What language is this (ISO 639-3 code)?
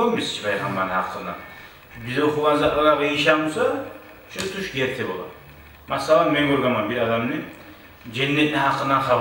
kum